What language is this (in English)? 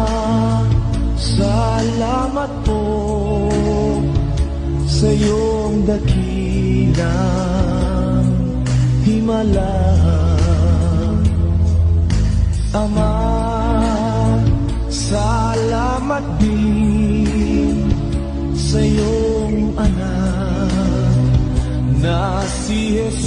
Filipino